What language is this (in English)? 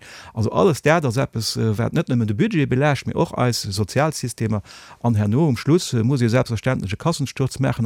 Luxembourgish